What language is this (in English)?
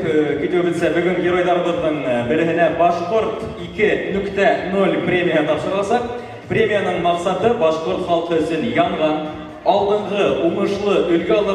Bashkir